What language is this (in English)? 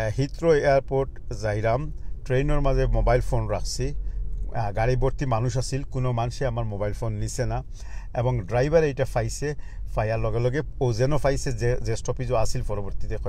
Sylheti